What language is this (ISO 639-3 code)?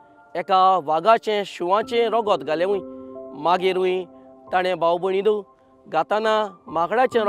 kok